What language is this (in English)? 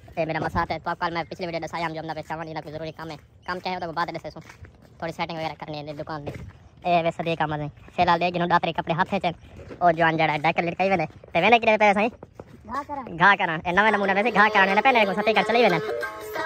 Saraiki